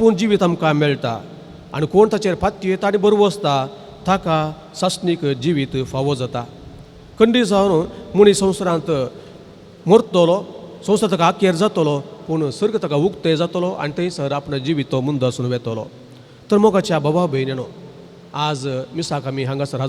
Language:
Konkani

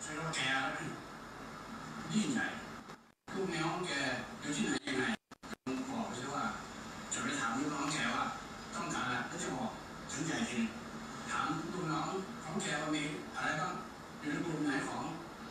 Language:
Thai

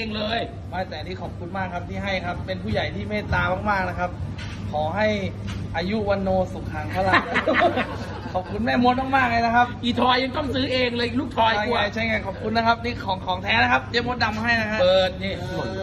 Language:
Thai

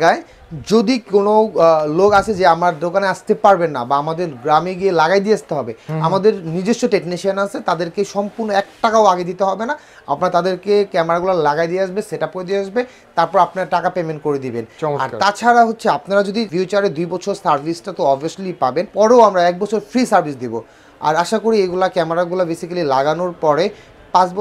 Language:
Bangla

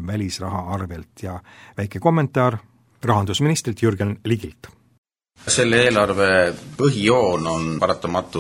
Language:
Estonian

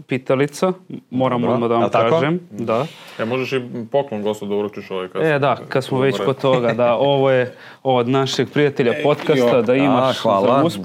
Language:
Serbian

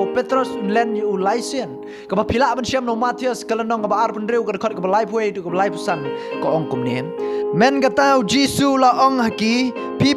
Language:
Khasi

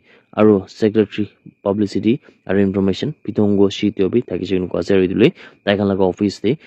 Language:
Naga Pidgin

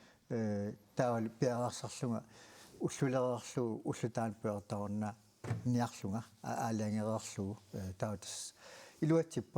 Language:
Kalaallisut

